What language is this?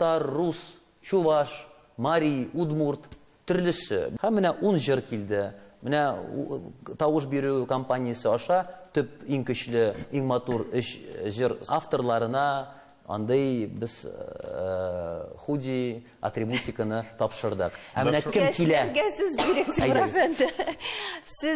Tatar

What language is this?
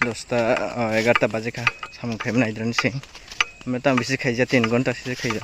Kok Borok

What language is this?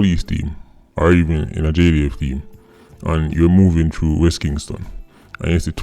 Jamaican Creole English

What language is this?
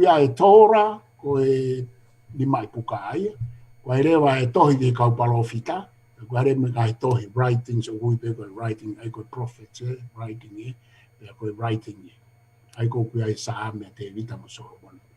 Tongan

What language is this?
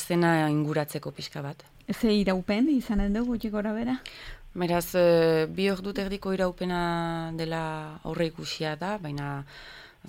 Basque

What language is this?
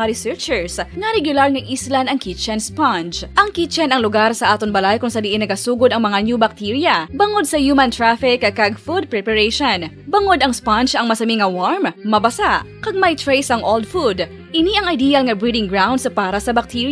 Hiligaynon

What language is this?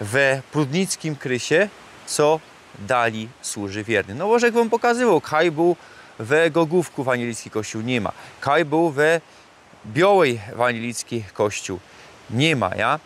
Silesian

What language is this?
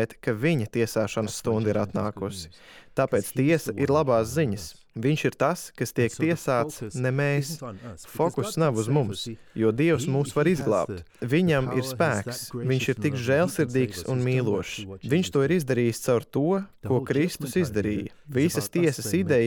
Latvian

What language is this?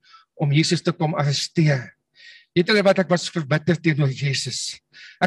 Afrikaans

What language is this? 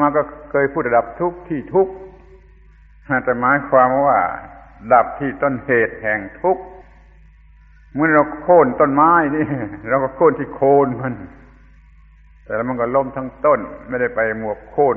Thai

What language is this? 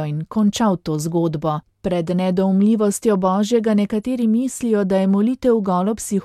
Slovenian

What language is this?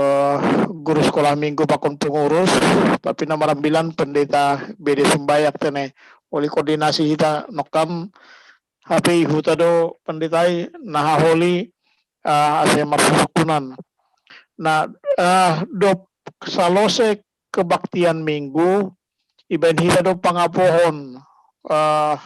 Batak Simalungun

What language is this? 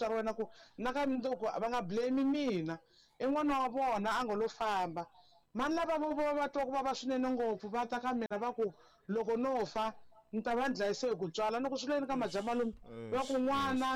Tsonga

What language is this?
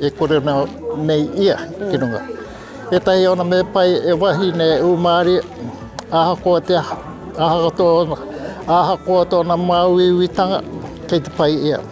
Māori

